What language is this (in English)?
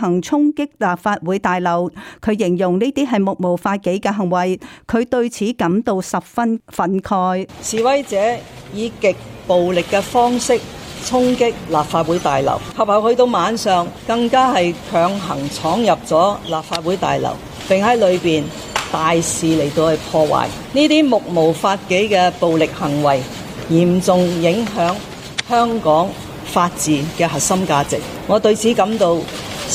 Cantonese